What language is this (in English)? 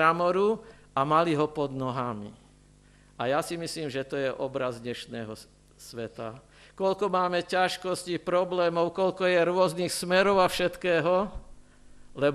Slovak